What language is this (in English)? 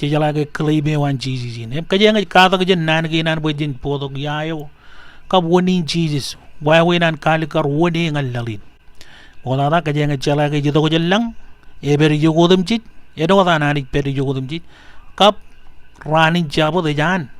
Marshallese